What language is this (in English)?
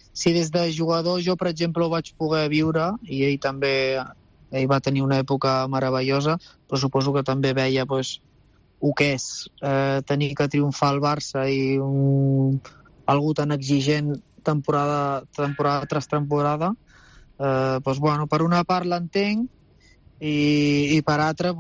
Catalan